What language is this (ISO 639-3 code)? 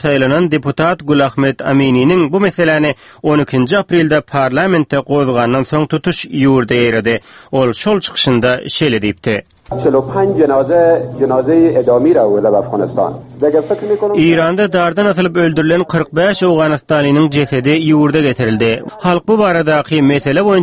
tuk